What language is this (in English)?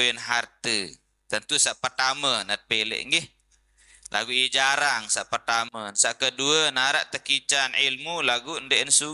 Sasak